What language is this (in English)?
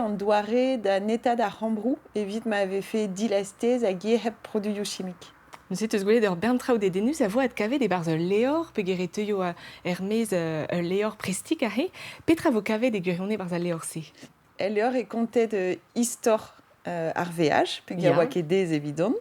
Breton